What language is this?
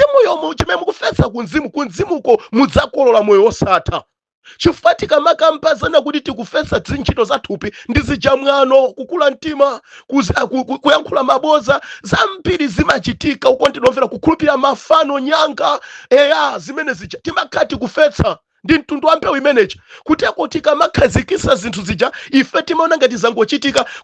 Nyanja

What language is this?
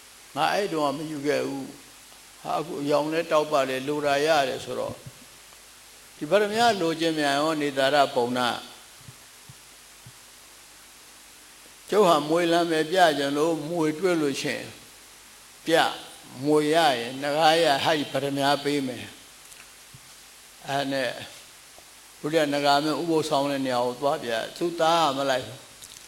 Burmese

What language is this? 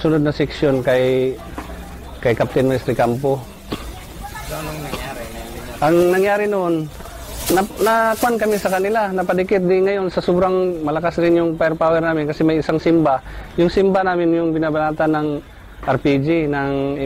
Filipino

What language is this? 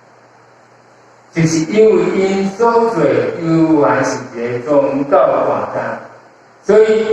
Min Nan Chinese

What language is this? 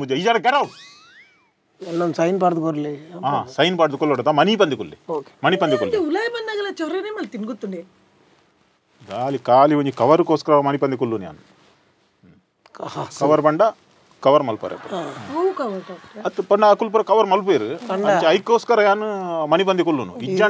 Tulu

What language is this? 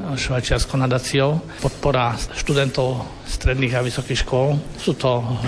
Slovak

